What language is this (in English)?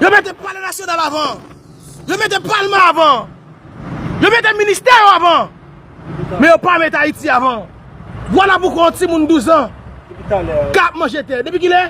Haitian Creole